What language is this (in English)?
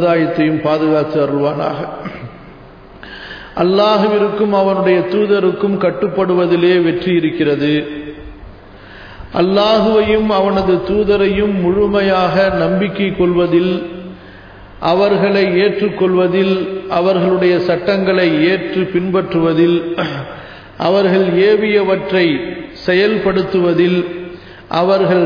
Tamil